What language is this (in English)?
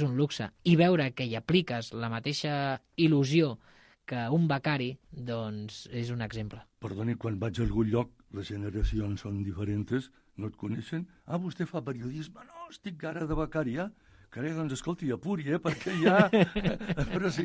Catalan